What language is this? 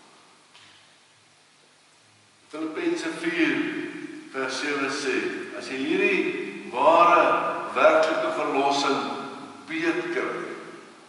Afrikaans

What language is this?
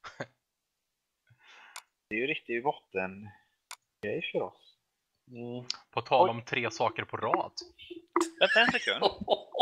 Swedish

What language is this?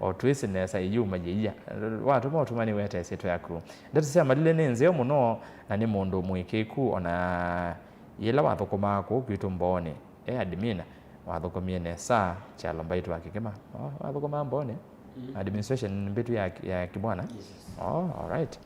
Kamba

